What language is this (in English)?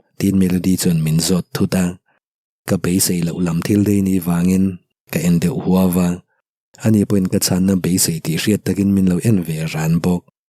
Mizo